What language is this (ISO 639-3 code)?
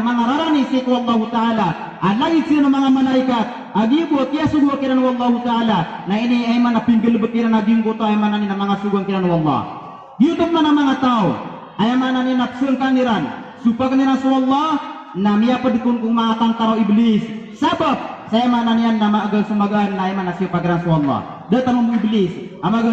mrw